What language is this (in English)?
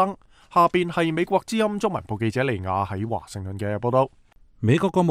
Cantonese